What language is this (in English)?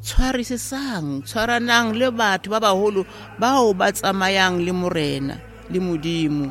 Southern Sotho